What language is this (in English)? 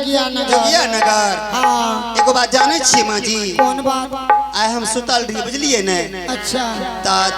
Angika